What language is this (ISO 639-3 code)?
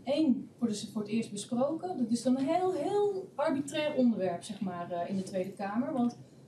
nld